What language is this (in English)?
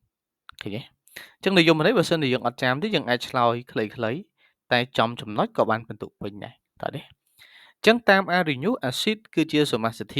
Khmer